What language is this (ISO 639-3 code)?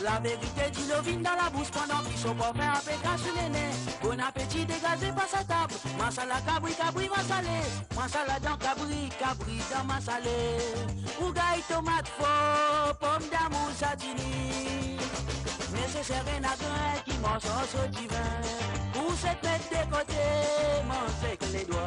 mfe